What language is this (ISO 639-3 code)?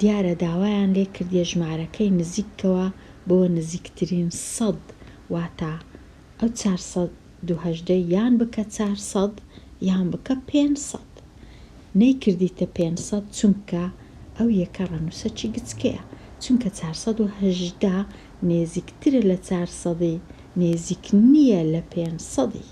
ckb